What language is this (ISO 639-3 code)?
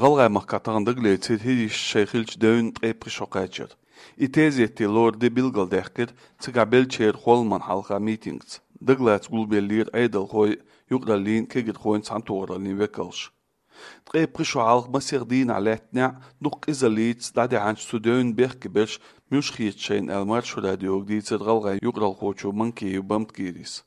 che